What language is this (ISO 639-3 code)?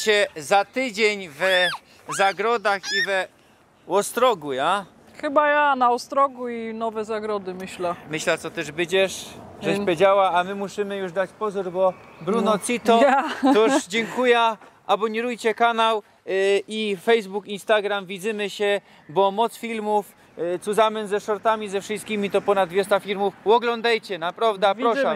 szl